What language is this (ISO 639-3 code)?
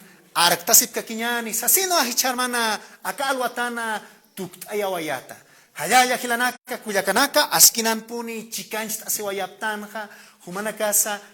aym